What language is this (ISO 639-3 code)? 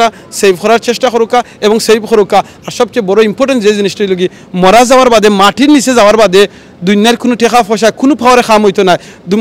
syl